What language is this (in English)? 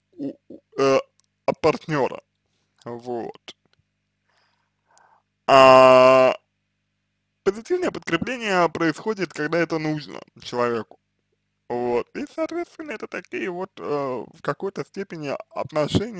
Russian